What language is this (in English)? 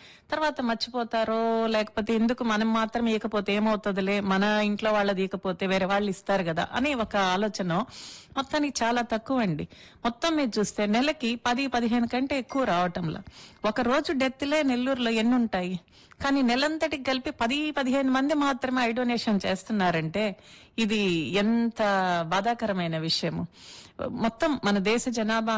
Telugu